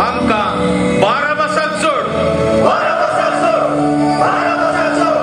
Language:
Konkani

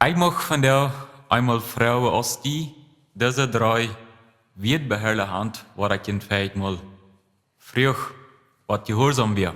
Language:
Plautdietsch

